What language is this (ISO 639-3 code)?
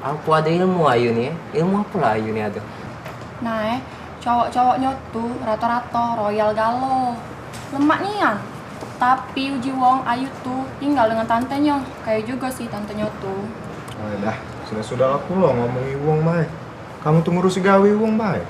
mui